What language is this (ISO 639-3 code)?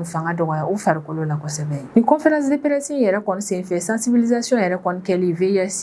bam